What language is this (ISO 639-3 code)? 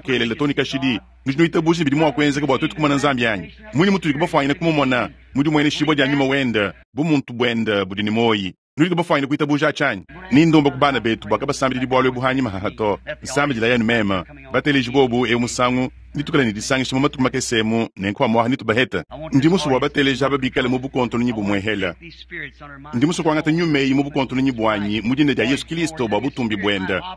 lua